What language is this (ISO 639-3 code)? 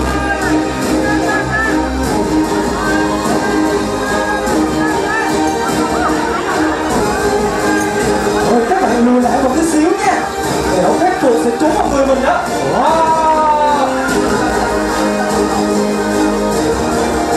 vie